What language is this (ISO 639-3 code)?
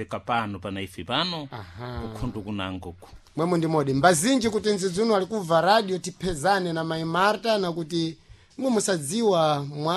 seh